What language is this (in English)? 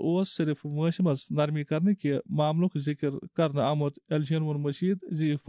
Kashmiri